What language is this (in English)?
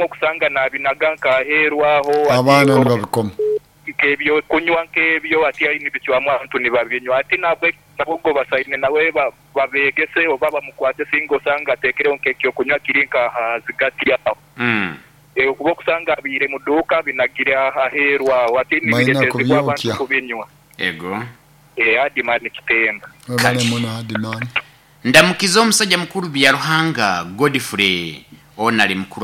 Nyoro